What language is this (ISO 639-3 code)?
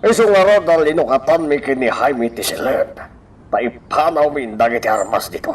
ilo